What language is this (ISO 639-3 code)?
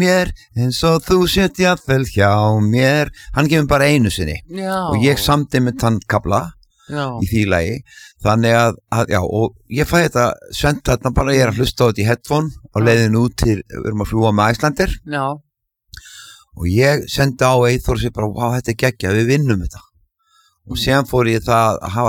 isl